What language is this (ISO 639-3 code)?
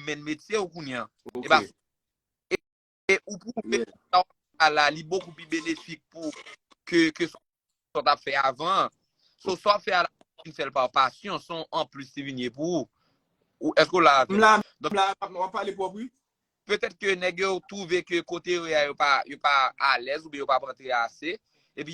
hat